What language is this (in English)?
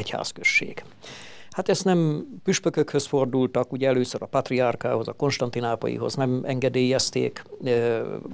Hungarian